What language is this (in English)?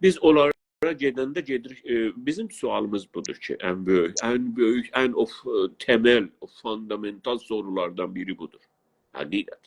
South Azerbaijani